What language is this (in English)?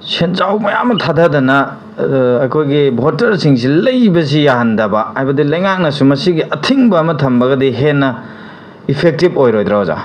Manipuri